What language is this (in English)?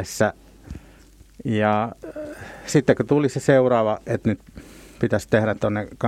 Finnish